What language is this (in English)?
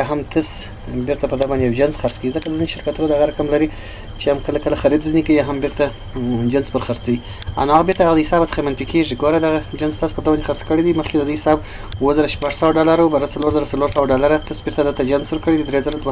Pashto